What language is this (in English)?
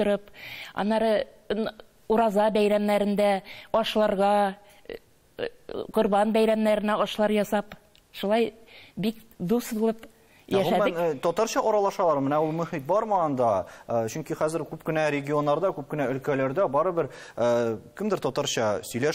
Tatar